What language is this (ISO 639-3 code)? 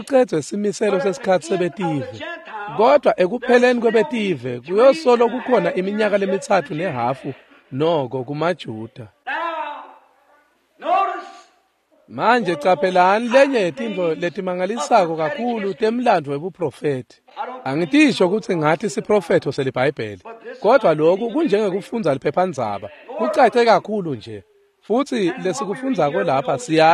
ssw